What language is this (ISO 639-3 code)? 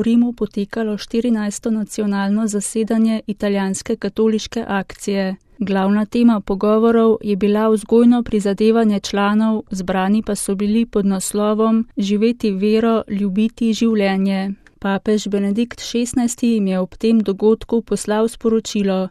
slv